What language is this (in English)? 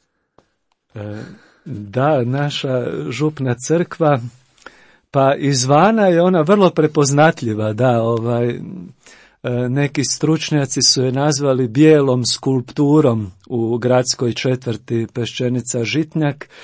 Croatian